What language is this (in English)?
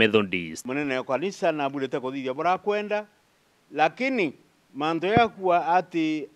Meru